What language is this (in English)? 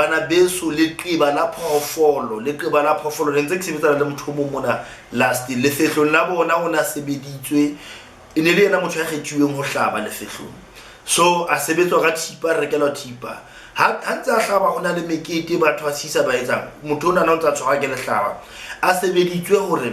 Southern Sotho